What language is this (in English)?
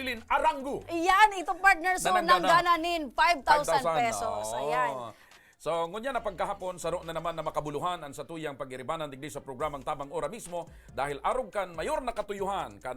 Bikol